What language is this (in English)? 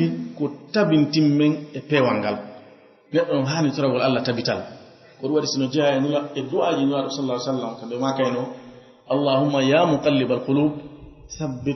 Fula